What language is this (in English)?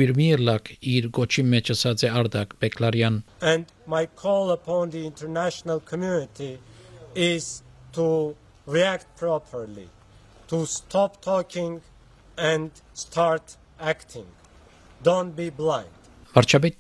Armenian